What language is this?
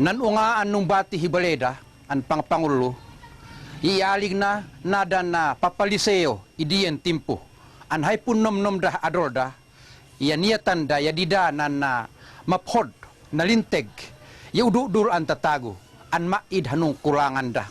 Tuwali Ifugao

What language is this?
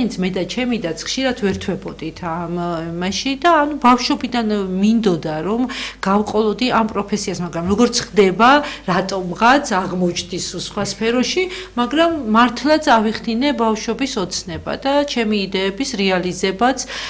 Georgian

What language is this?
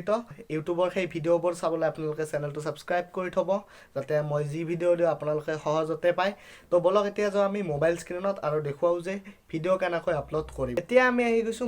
Assamese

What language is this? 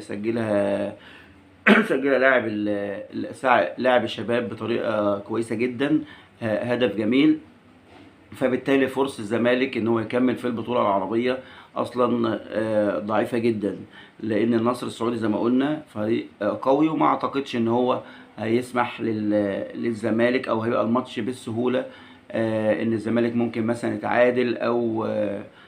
Egyptian Arabic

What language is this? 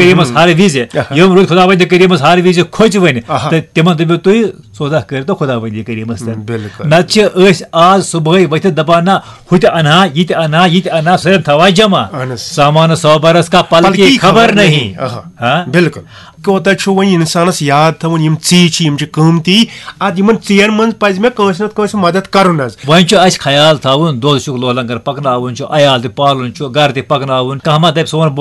Kashmiri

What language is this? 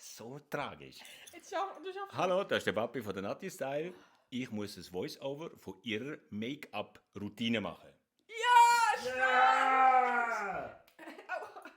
Swiss German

